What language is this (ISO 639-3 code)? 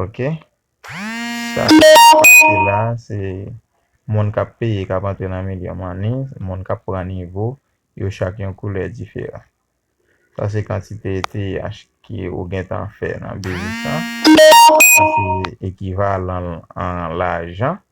hat